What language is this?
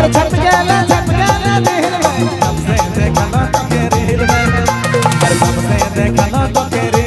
Sadri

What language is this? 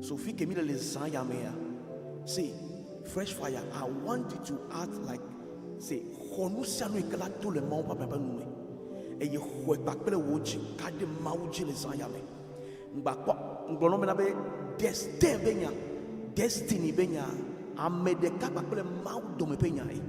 Ewe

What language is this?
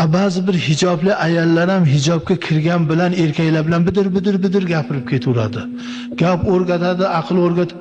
Uzbek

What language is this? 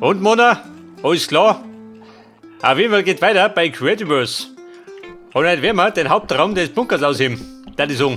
Bavarian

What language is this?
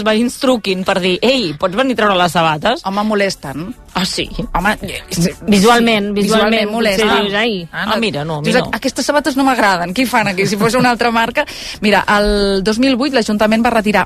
Catalan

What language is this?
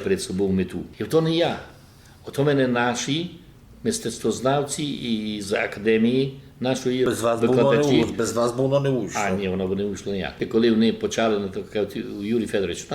Rusyn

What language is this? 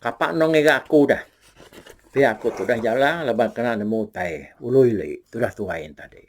Iban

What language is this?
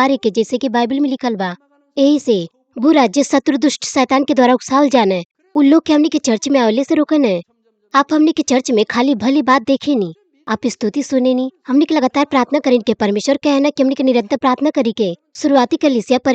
Bhojpuri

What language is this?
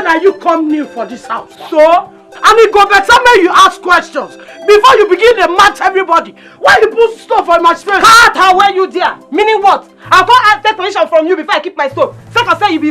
Nigerian Pidgin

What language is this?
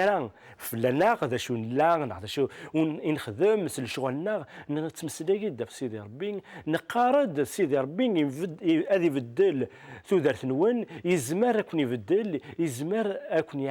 Kabyle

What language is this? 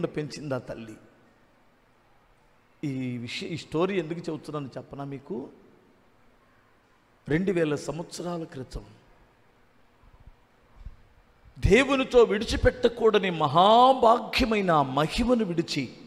Telugu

